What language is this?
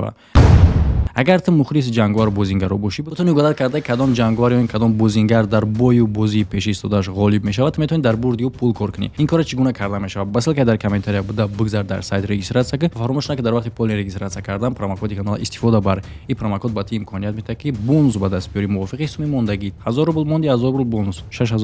Tajik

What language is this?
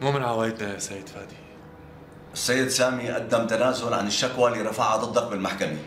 North Levantine Arabic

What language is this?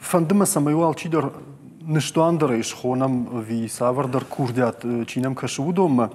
Ossetic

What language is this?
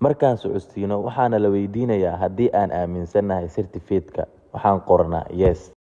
Somali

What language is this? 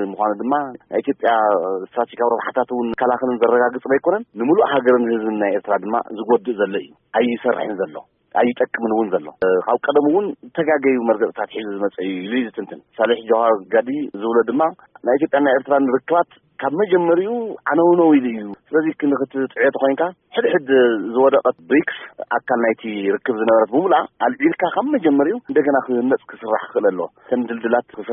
Tigrinya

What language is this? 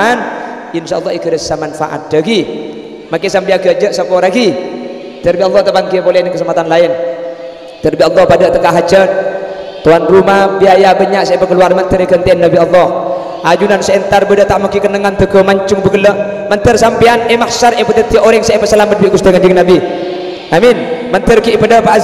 Madurese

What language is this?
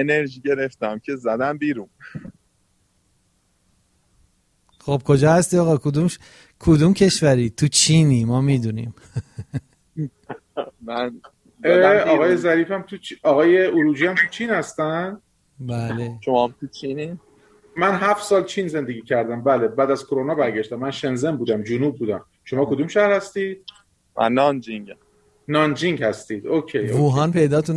Persian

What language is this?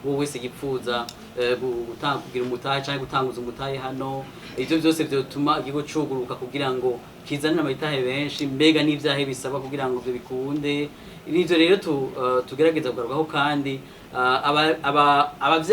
Rundi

